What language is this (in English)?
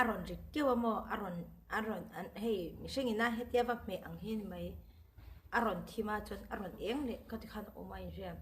Mizo